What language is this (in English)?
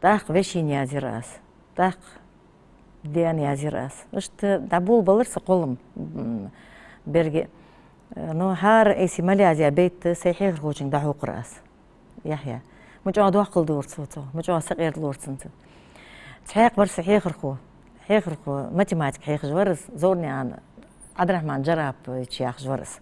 Ingush